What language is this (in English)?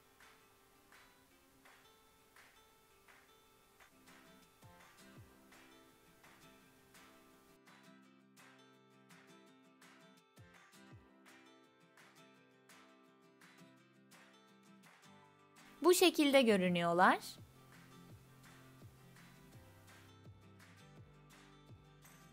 Turkish